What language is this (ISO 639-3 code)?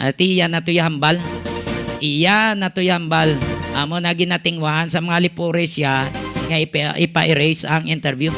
hil